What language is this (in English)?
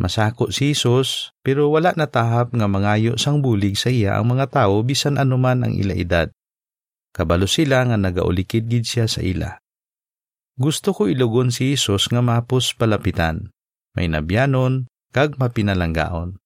Hiligaynon